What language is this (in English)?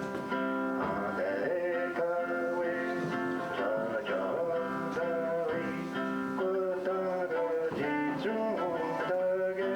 Mohawk